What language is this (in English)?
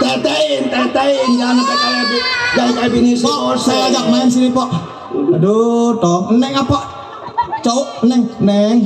Betawi